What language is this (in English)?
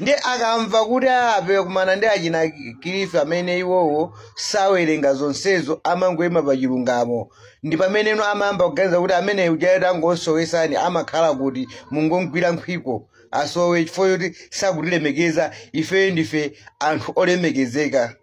Nyanja